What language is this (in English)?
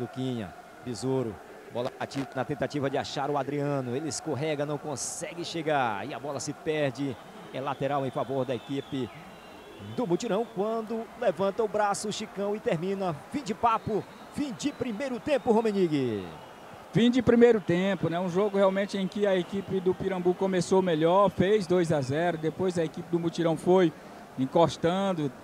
Portuguese